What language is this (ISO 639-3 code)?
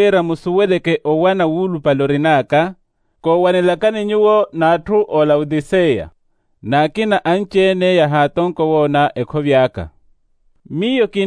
vmw